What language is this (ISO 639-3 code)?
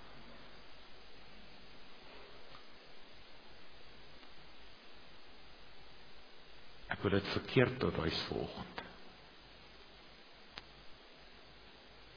afr